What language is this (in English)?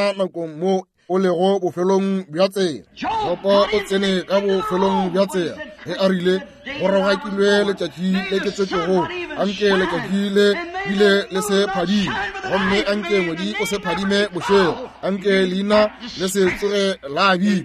Northern Sotho